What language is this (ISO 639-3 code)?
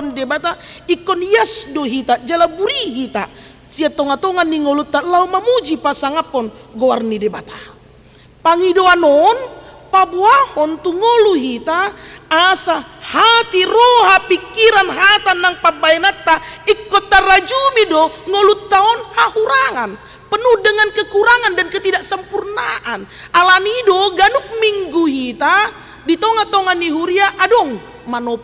bbc